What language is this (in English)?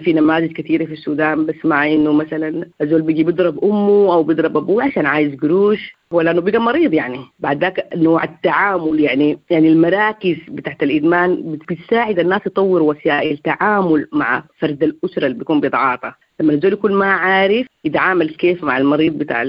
Sudanese Arabic